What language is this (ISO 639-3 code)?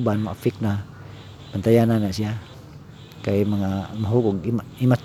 ceb